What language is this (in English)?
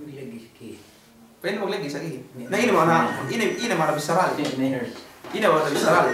Yakan